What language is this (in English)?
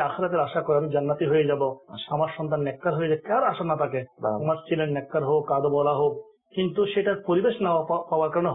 Bangla